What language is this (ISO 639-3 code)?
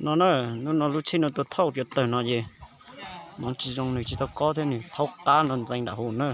hmn